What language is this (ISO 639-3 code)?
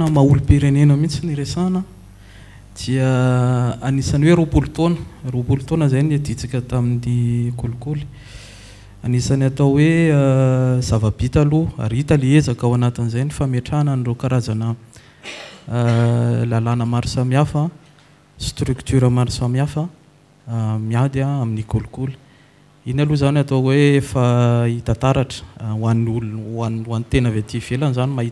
mlg